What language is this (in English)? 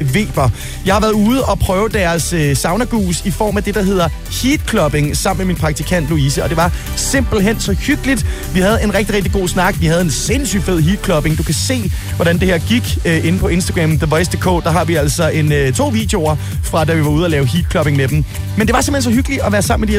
Danish